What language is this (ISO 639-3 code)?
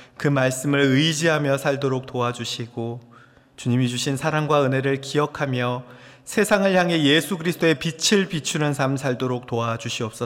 kor